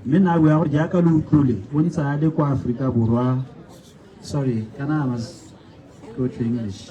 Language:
Tswana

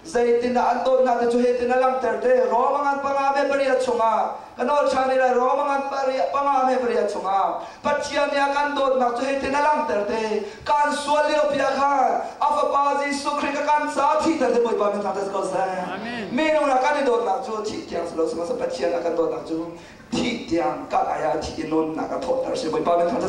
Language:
Hakha Chin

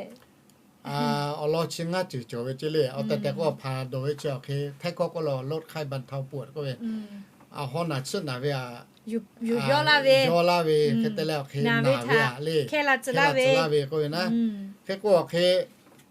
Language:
Lahu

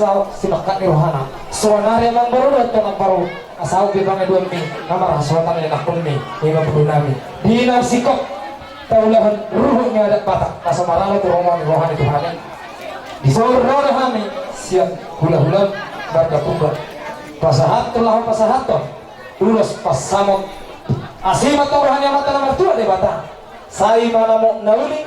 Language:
Batak Toba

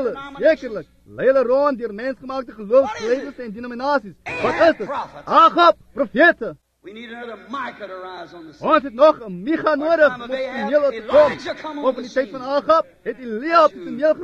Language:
Afrikaans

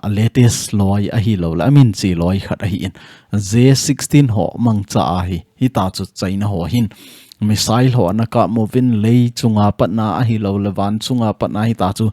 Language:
Thado Chin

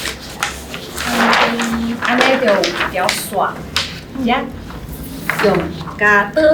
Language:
Min Nan Chinese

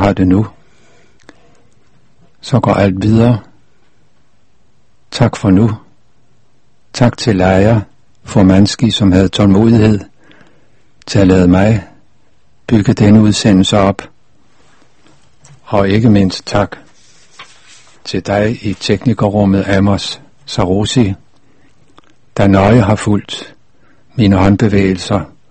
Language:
Danish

